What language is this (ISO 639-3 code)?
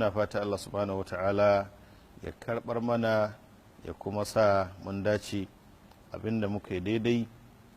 hau